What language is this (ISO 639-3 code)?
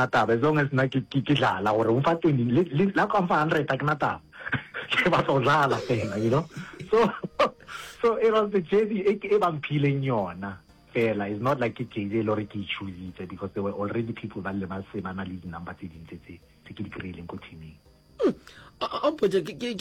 nso